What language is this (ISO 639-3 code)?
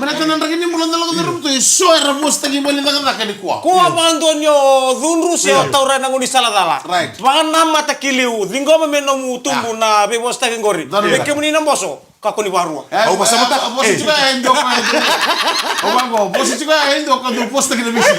fij